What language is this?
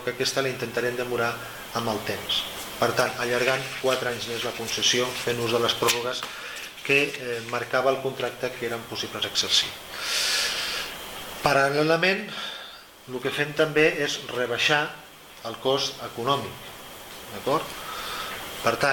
Catalan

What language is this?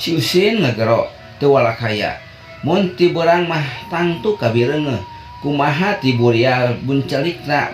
Sundanese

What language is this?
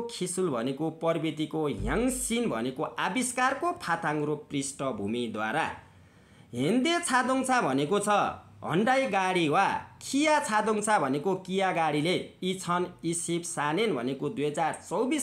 Nepali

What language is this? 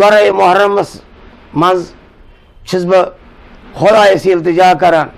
Kashmiri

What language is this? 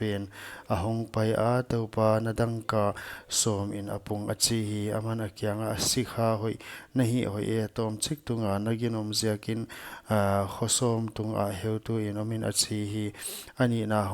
Paite Chin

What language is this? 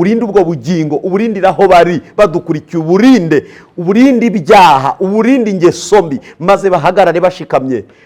Kinyarwanda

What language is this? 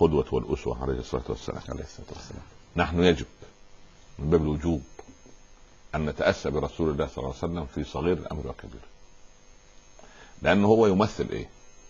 Egyptian Arabic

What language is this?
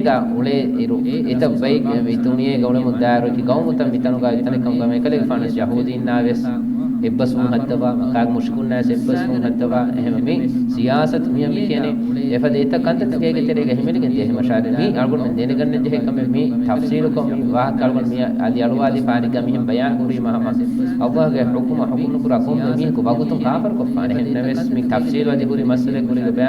Divehi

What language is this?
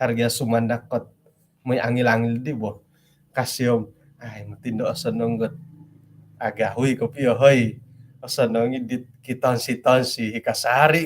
Central Dusun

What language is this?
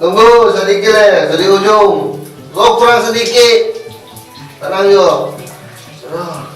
Manado Malay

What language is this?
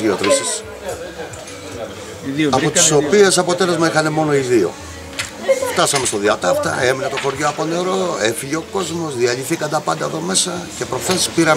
Greek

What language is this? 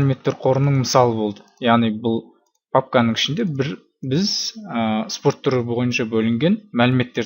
Kazakh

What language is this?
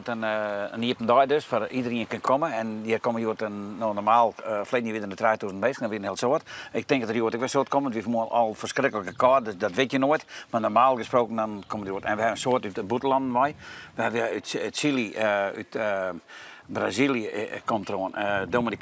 Western Frisian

